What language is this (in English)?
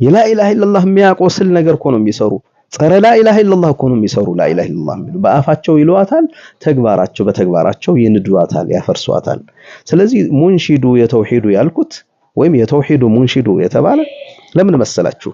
Amharic